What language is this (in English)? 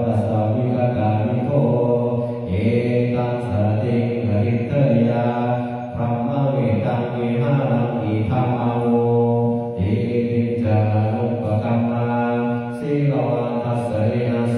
Pali